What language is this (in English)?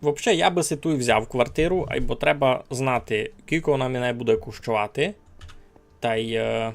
Rusyn